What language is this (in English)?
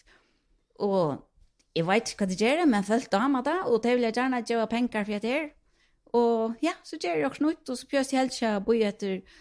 Faroese